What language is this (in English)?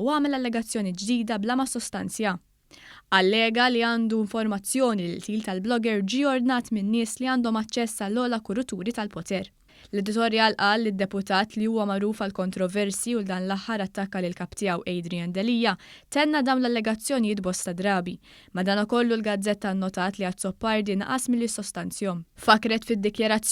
Maltese